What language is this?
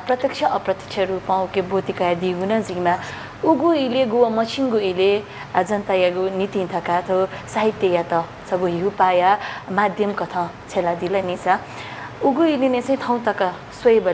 Newari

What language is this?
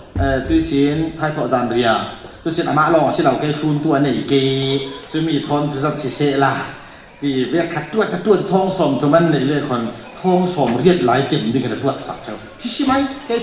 Falam Chin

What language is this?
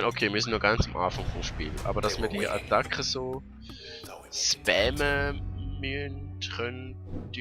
Swiss German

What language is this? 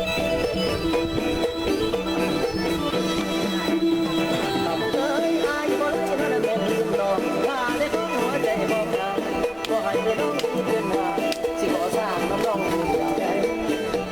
Lao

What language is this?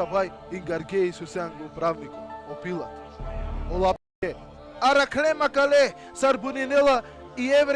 Balkan Romani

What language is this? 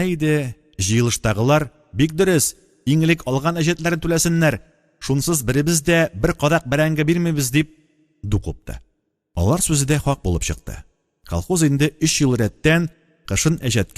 Tatar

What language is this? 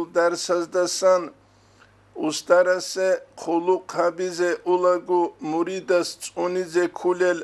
Avaric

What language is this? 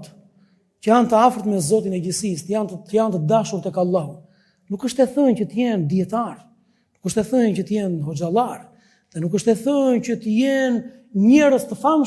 Albanian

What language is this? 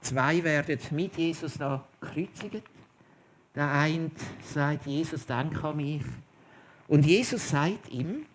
Swiss German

